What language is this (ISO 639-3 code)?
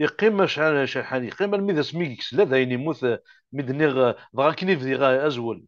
kab